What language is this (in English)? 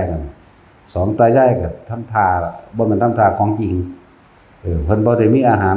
Northeastern Thai